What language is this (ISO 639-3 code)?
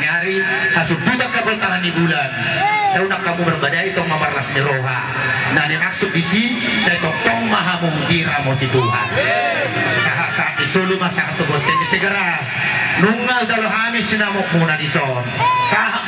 bbc